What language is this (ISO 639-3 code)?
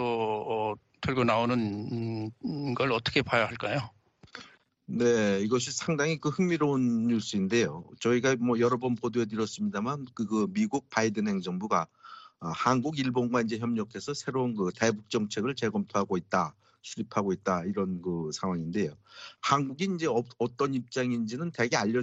kor